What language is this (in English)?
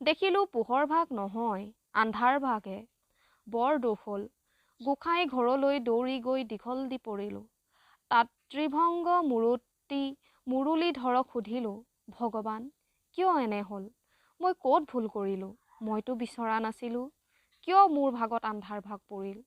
Assamese